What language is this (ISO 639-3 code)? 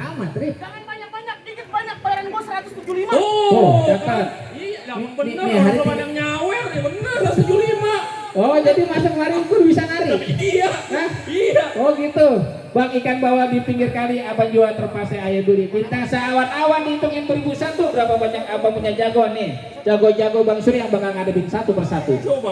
bew